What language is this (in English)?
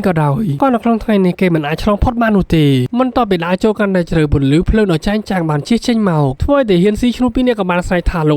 Khmer